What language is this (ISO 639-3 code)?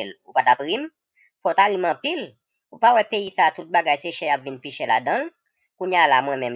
hat